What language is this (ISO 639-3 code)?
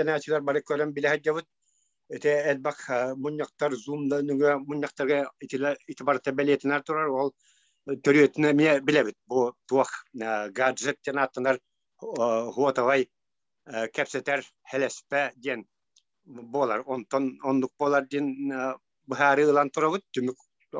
sah